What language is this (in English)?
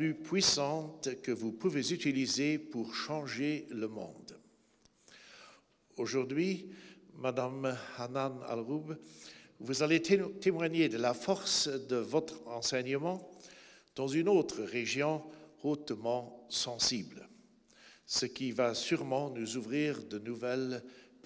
French